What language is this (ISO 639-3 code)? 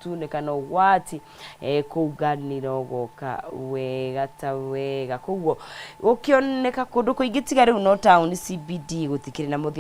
kik